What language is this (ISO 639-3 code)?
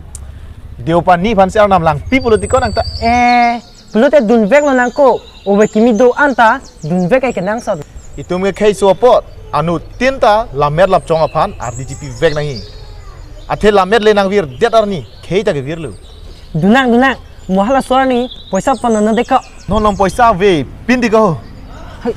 mjw